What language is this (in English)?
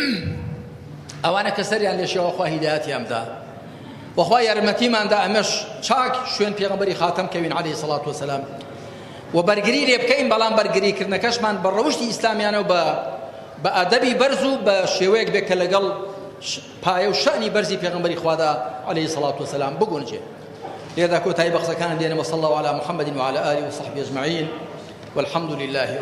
Central Kurdish